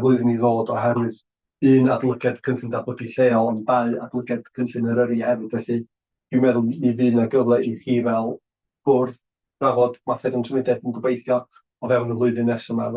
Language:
Welsh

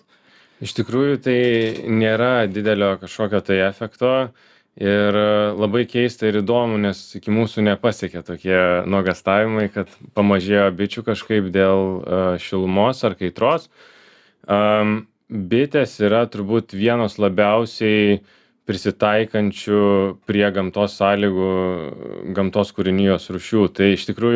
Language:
Lithuanian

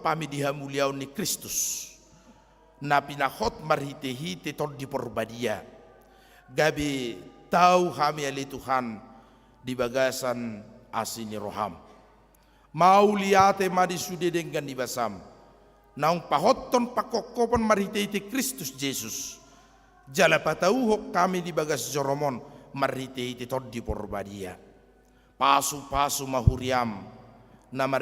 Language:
Batak Toba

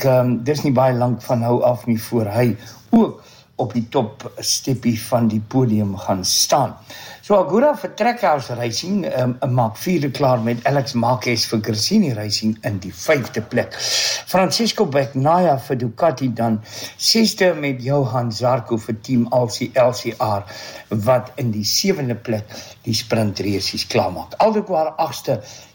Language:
Afrikaans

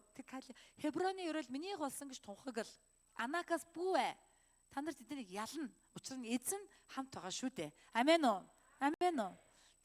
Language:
Mongolian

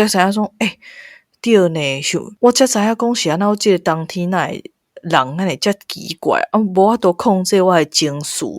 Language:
Min Nan Chinese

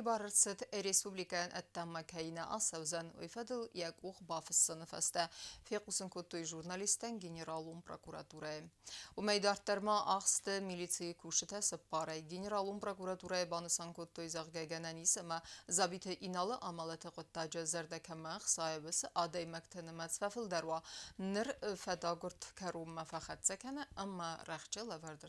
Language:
Ossetic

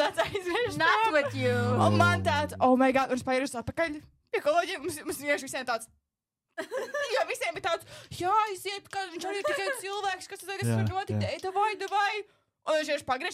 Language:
Latvian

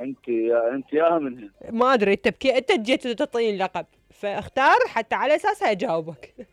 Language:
Mesopotamian Arabic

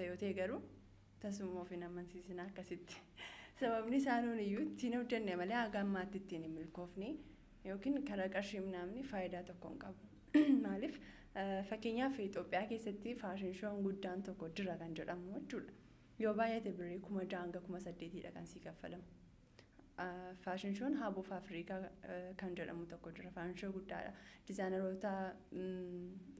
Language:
Oromo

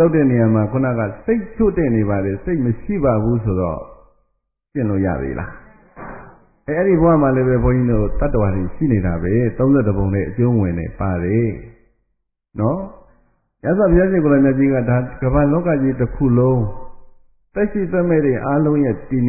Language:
Burmese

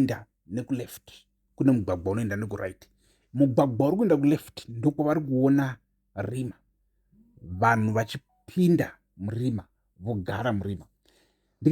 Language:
Shona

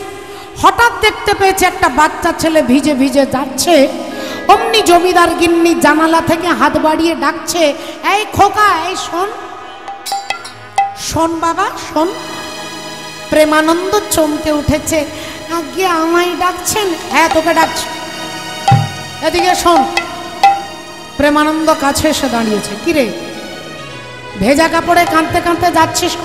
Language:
Bangla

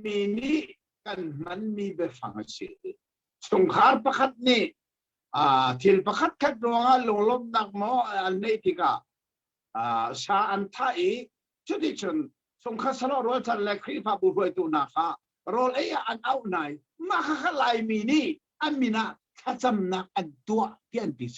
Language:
Hakha Chin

